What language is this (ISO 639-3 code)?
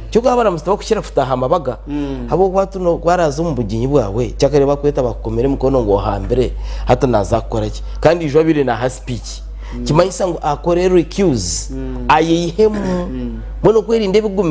nyn